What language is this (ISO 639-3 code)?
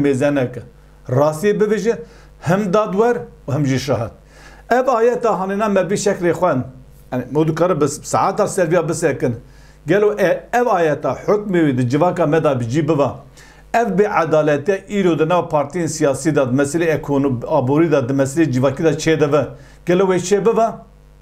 kur